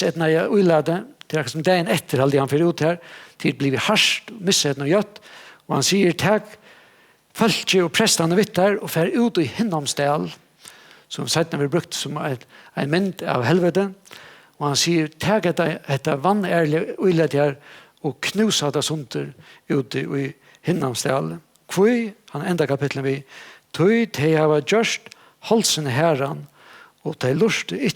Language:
Faroese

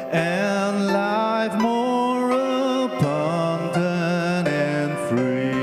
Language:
Ao Naga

